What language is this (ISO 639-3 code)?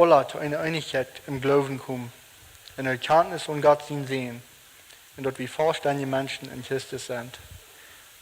pdt